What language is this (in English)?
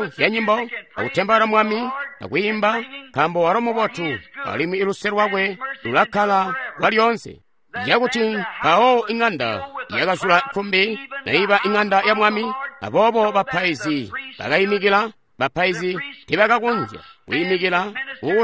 Tonga (Zambia)